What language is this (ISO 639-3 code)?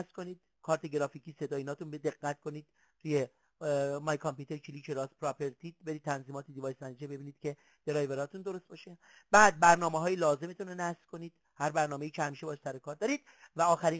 fas